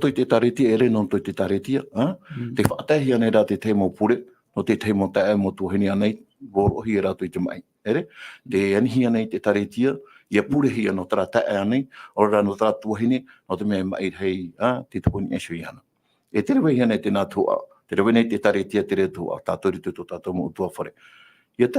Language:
Tahitian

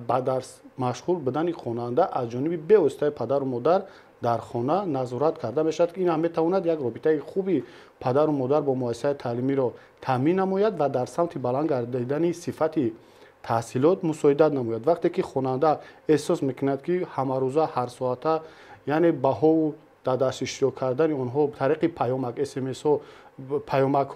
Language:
Tajik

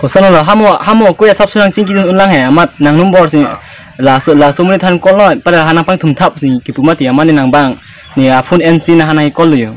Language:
Karbi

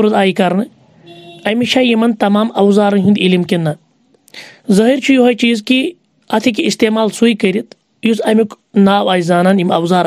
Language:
Kashmiri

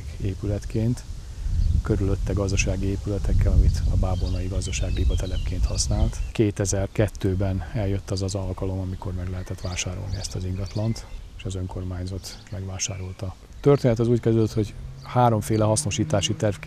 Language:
Hungarian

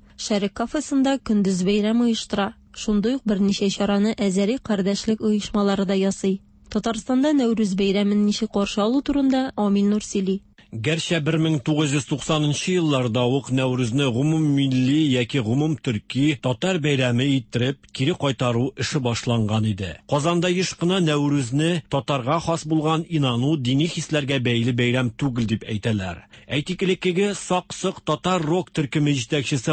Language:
Tatar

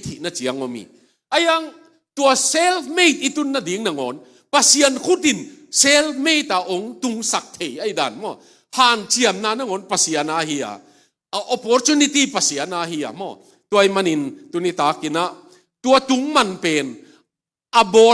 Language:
Tedim Chin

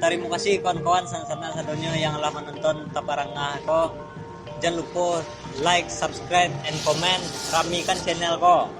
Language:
Minangkabau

